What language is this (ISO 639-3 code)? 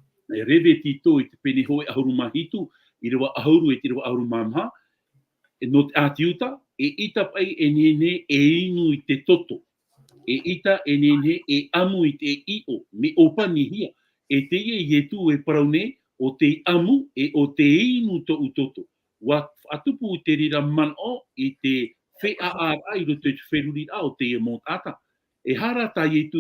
tah